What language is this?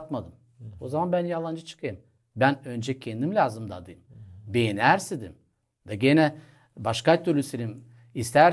Gagauz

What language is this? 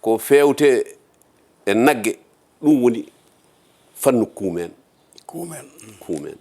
Fula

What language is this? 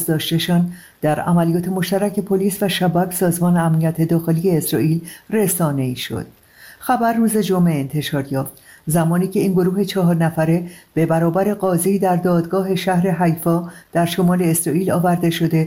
Persian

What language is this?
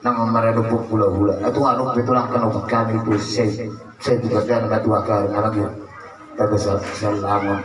Batak Toba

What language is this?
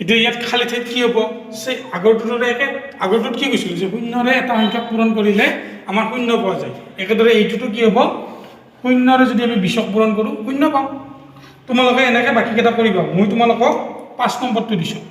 Assamese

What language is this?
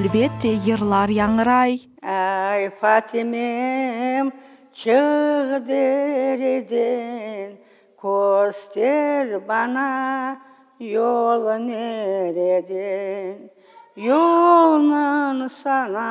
Crimean Tatar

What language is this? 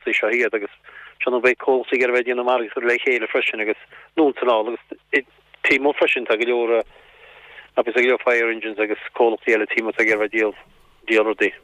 Irish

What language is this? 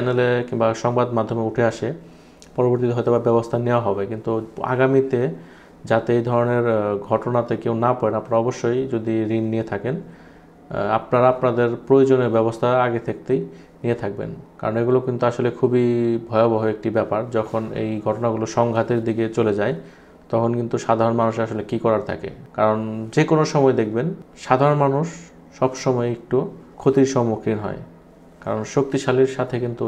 Bangla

